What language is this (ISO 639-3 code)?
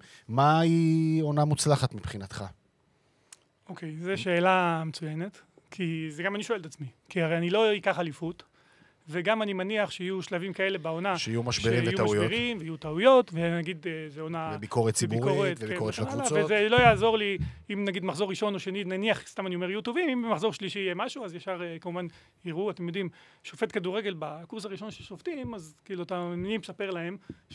heb